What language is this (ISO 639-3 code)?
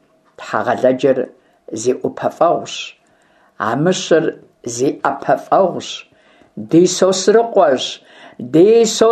kbd